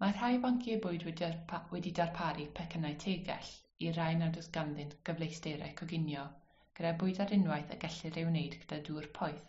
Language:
Welsh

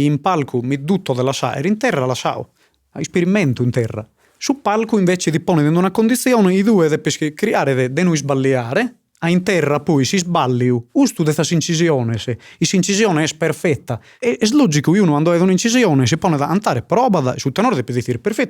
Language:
Sardinian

